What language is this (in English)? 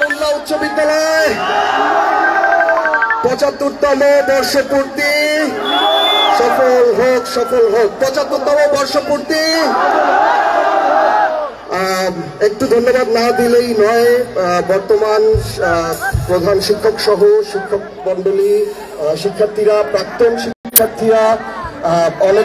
Bangla